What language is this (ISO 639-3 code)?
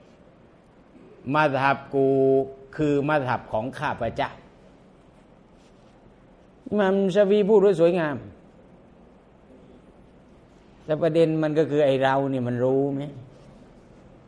tha